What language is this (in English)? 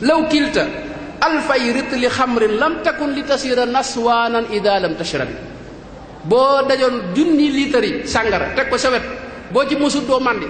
Wolof